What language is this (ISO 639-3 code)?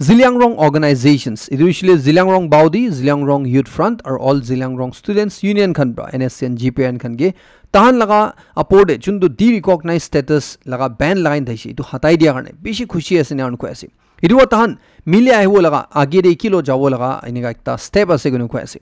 nag